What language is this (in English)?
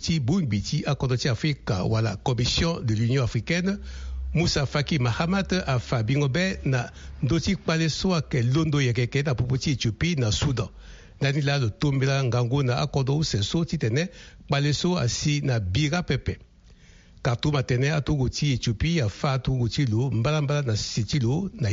Sango